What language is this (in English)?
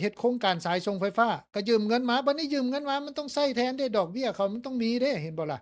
Lao